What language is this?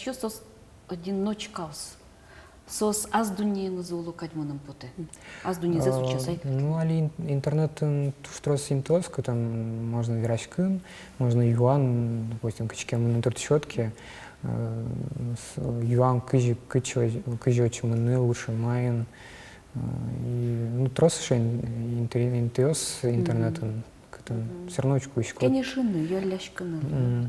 Udmurt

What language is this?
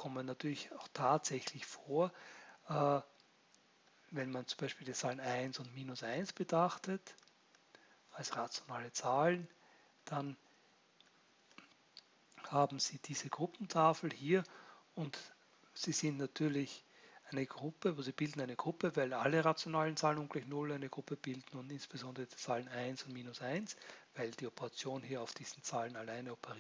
German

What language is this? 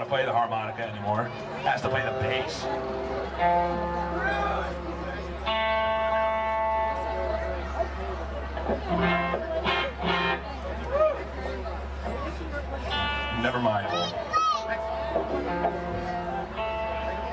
English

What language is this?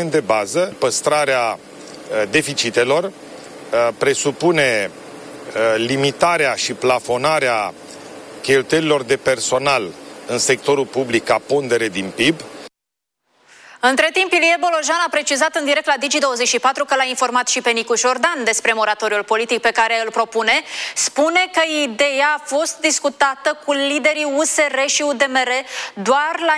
Romanian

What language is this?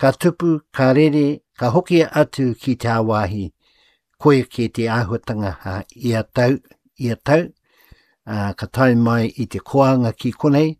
Māori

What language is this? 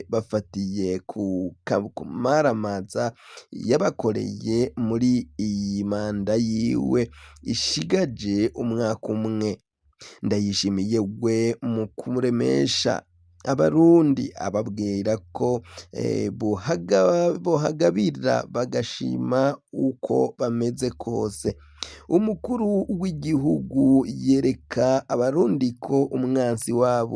Rundi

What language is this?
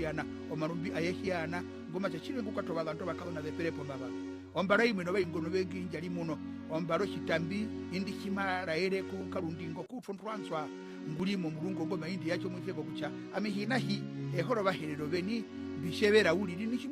Herero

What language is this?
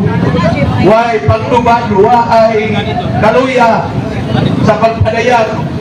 Cebuano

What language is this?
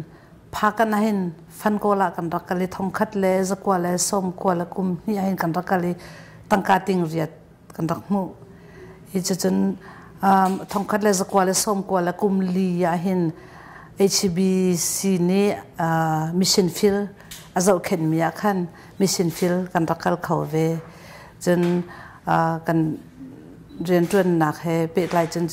Hakha Chin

